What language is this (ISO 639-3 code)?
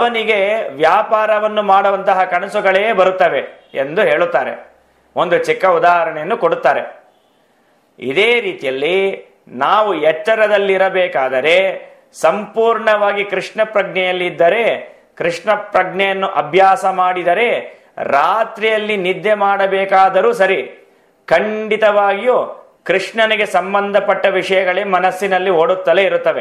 kan